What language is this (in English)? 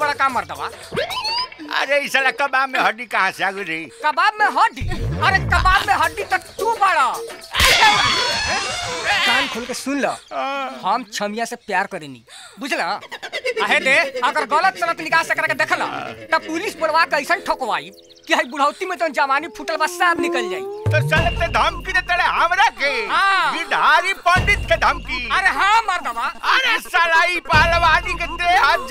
Bhojpuri